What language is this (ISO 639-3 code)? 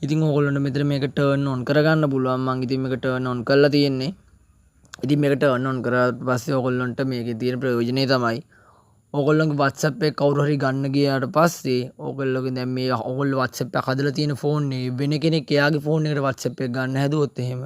sin